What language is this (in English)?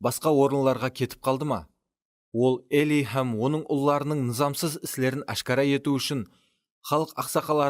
Kara-Kalpak